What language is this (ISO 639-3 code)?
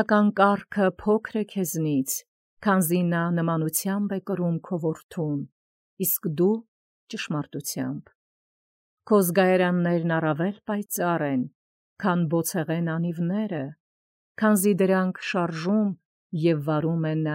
hye